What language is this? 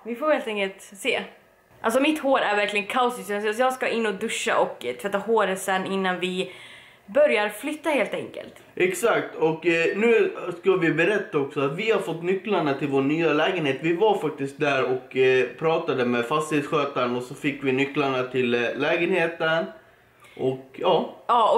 Swedish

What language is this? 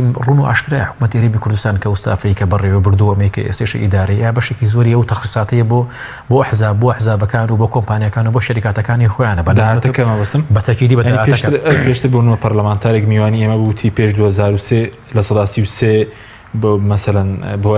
Central Kurdish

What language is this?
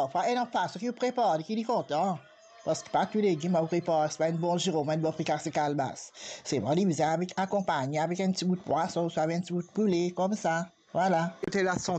Morisyen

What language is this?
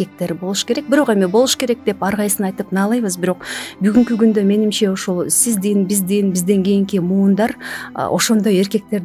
Kyrgyz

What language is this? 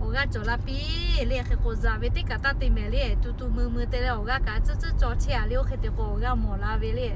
Lahu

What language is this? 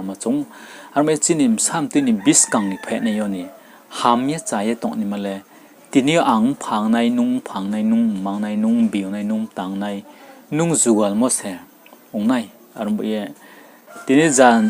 Riang (India)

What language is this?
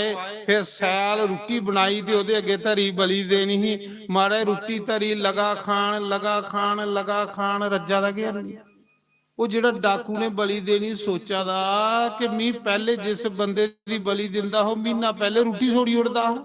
Dogri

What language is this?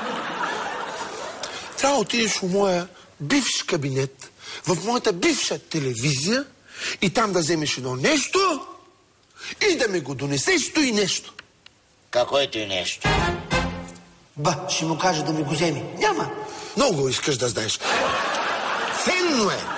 Bulgarian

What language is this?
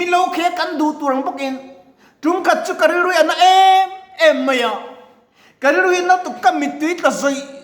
Mizo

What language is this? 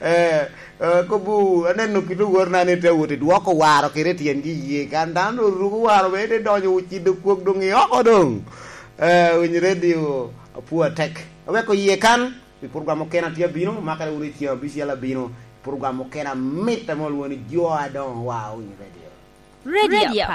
Lango (Uganda)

